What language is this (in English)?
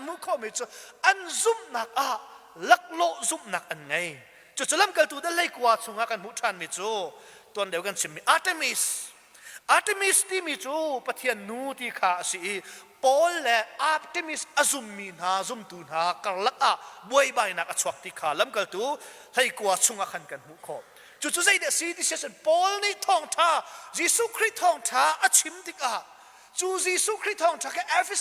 Hakha Chin